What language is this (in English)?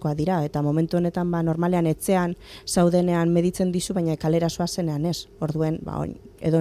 Basque